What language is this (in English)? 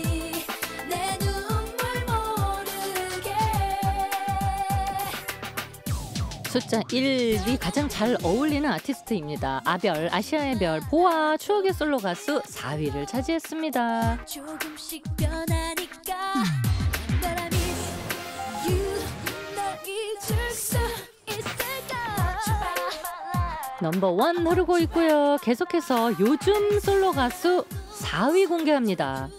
Korean